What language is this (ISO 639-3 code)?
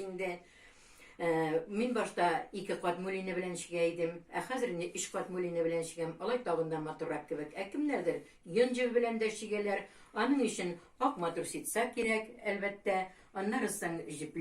tat